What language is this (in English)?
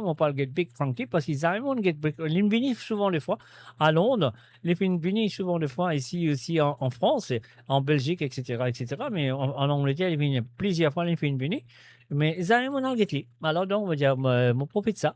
Morisyen